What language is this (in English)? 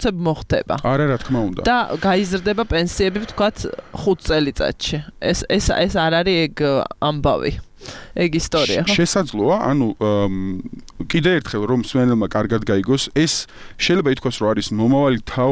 Georgian